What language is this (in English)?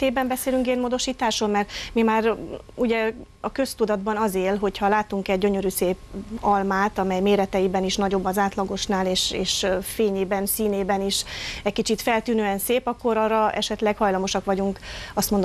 Hungarian